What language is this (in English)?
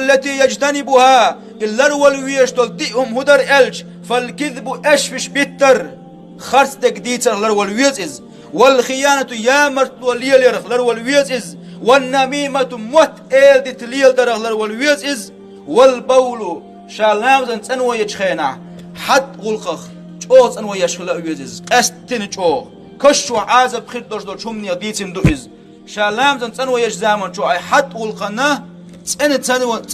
Chechen